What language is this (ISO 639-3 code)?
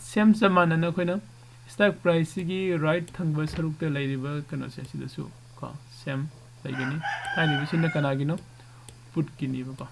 mni